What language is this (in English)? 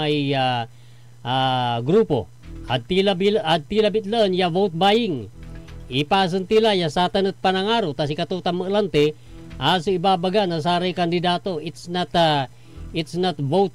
Pangasinan